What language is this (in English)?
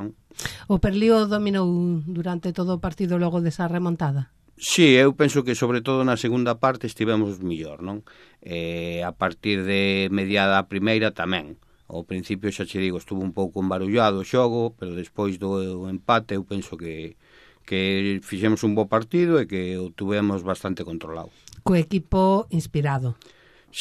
Galician